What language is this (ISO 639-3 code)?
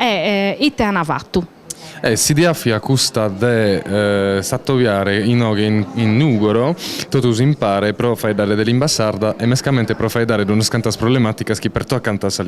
srd